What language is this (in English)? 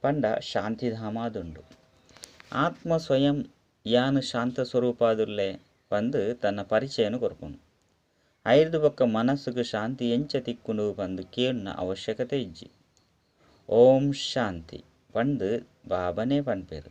Tulu